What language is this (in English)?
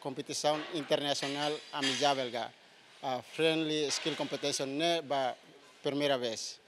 Tetum